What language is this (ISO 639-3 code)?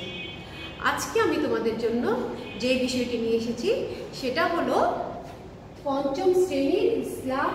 ben